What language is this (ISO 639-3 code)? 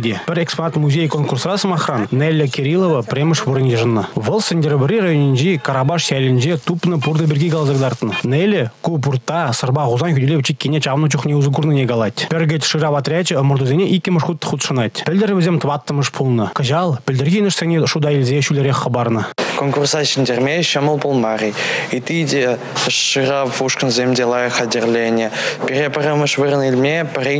chv